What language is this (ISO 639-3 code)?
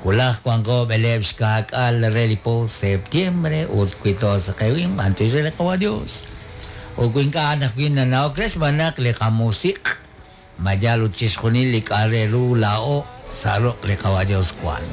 kek